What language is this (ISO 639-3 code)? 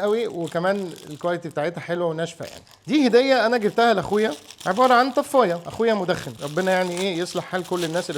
arz